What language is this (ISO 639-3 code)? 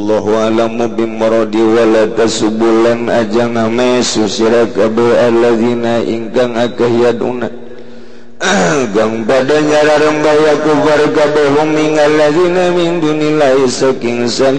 sun